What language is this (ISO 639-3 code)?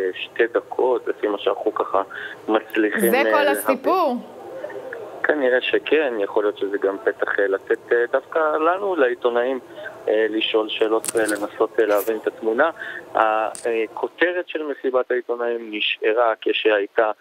heb